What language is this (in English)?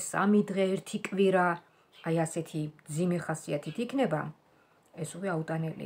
Georgian